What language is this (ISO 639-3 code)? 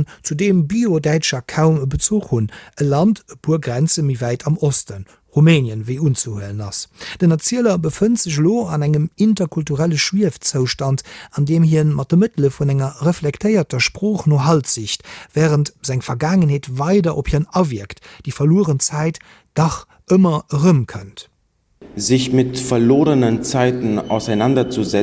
ltz